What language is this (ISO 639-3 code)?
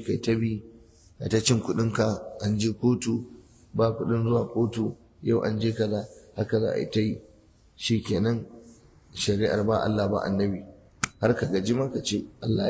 hau